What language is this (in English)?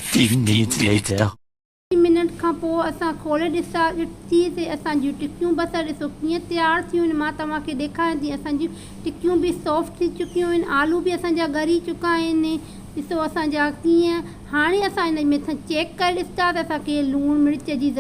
Sindhi